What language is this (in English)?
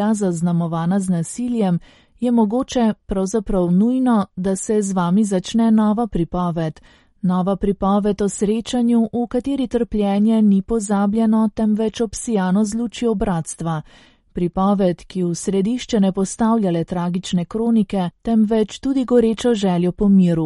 Slovenian